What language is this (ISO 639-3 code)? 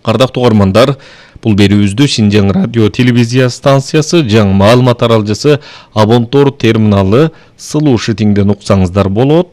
kir